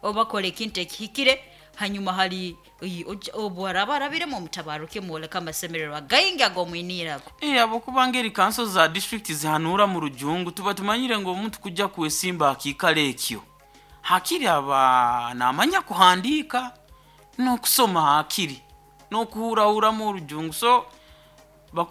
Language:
Nyoro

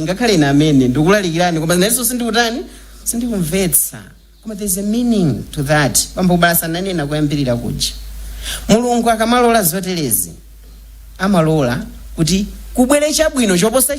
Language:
Nyanja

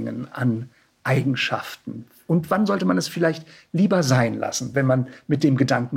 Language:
German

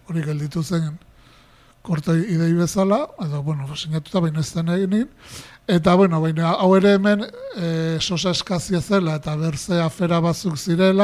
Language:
Basque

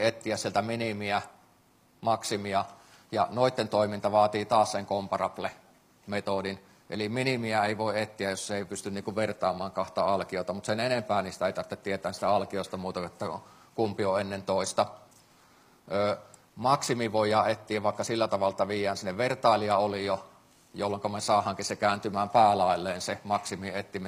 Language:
Finnish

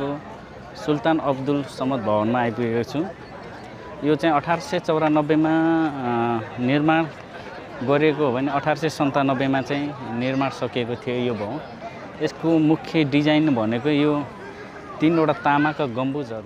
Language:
Nepali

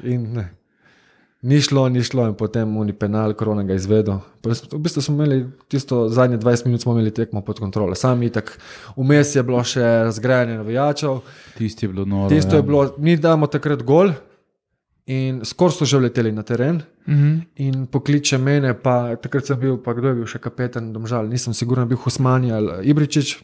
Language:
Slovenian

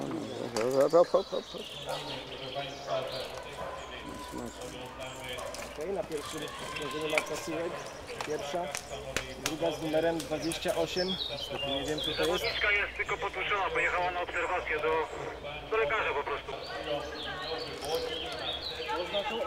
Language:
Polish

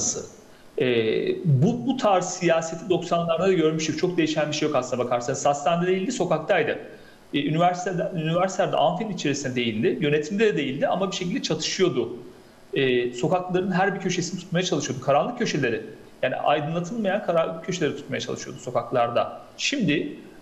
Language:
Turkish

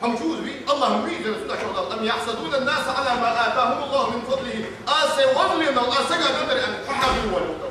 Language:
Ingush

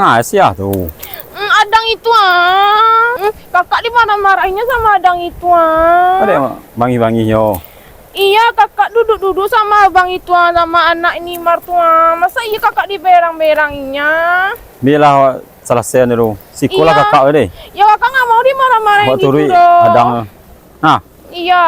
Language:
Minangkabau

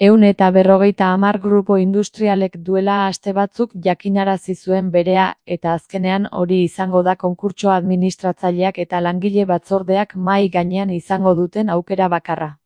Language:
Basque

